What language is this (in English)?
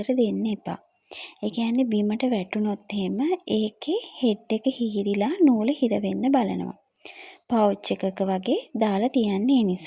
Sinhala